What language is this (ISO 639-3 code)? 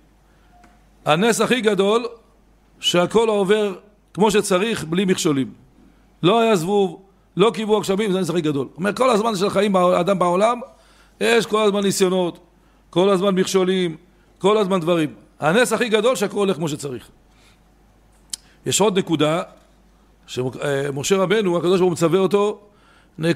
heb